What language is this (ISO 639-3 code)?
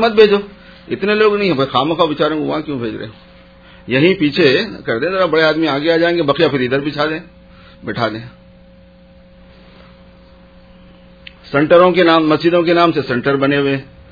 urd